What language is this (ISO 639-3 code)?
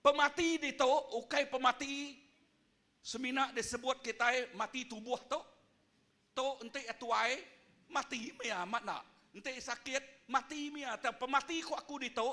iba